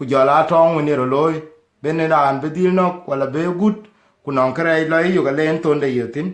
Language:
Dinka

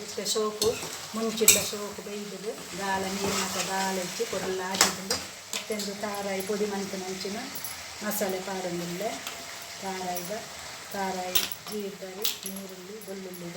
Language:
Tulu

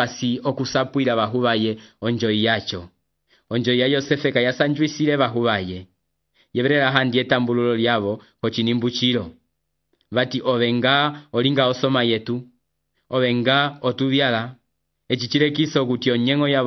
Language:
Umbundu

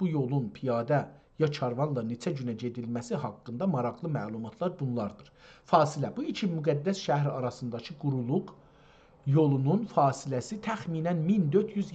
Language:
South Azerbaijani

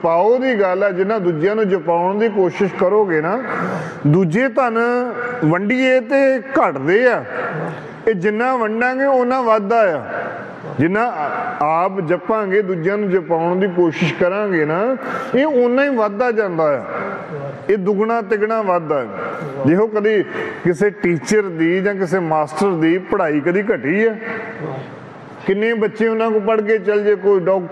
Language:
Punjabi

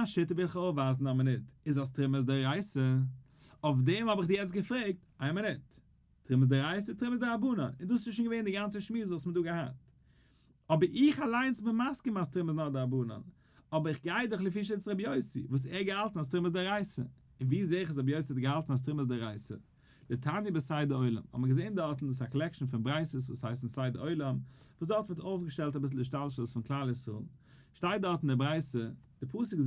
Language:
Yiddish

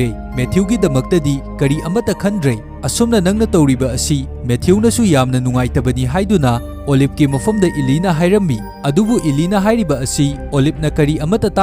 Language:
Manipuri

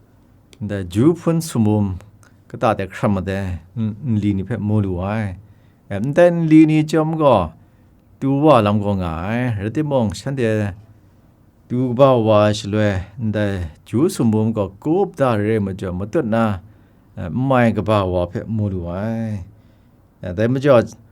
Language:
Kachin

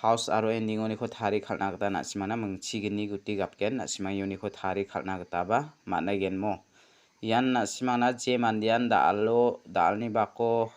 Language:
Garo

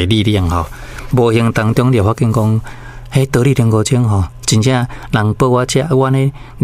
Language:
Min Nan Chinese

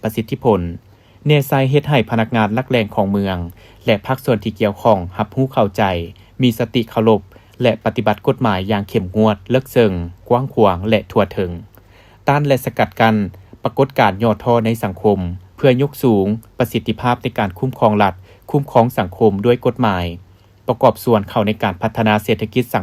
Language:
Lao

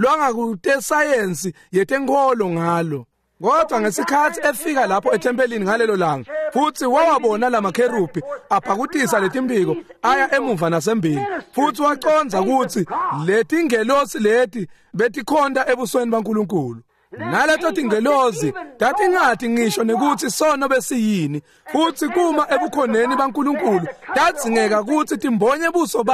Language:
Swati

